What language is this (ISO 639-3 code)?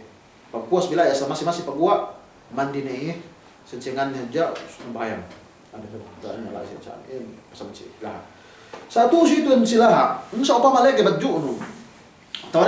yka